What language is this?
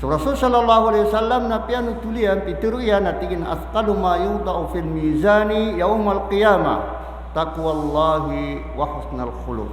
Maranao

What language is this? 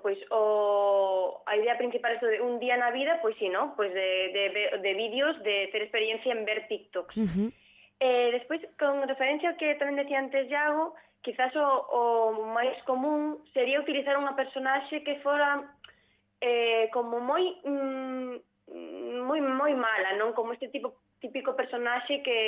Galician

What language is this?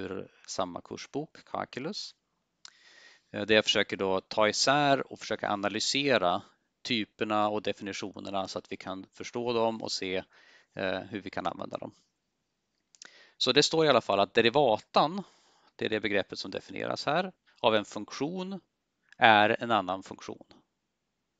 Swedish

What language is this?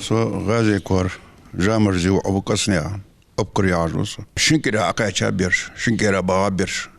Ingush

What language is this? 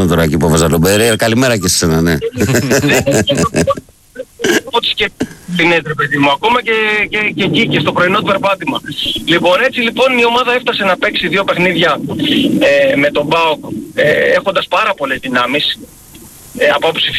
Greek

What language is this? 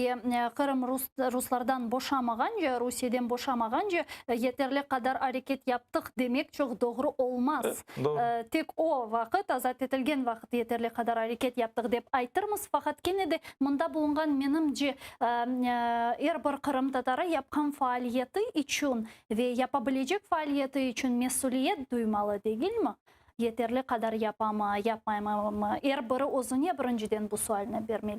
Crimean Tatar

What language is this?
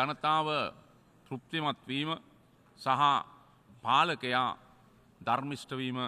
Sinhala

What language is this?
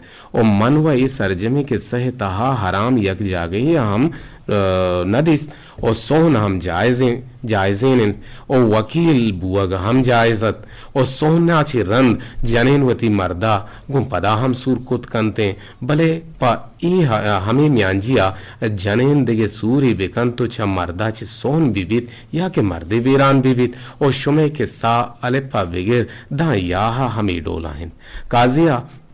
Eastern Balochi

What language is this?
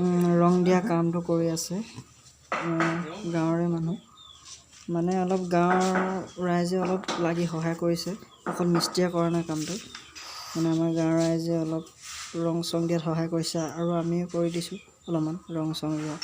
Assamese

